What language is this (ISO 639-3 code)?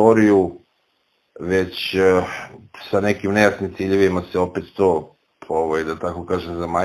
srp